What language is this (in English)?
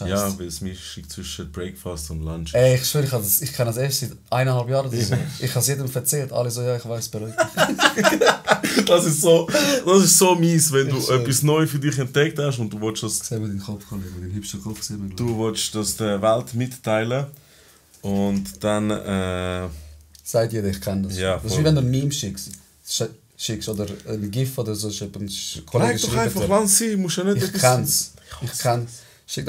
Swiss German